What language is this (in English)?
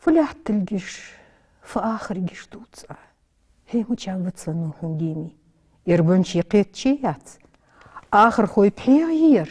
Ingush